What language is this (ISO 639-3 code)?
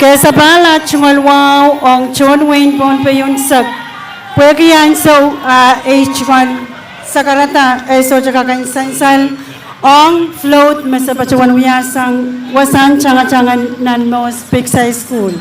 pon